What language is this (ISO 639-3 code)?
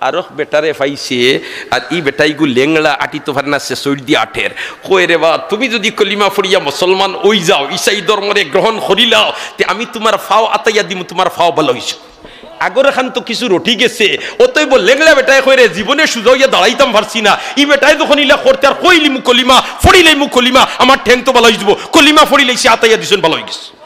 syl